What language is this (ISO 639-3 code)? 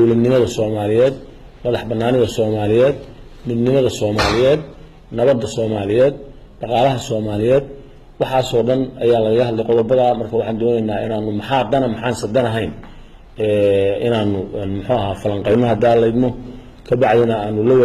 som